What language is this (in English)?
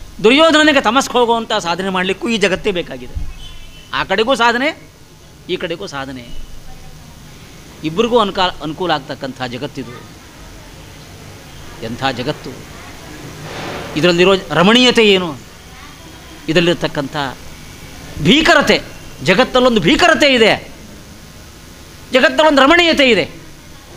Kannada